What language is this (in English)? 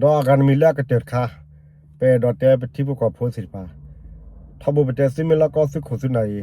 S'gaw Karen